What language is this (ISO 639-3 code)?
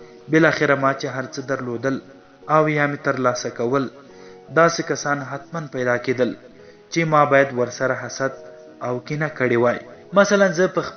pus